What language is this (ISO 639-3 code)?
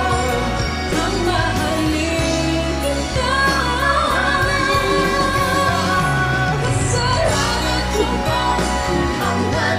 fil